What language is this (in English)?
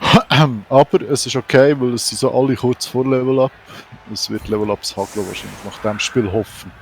Swiss German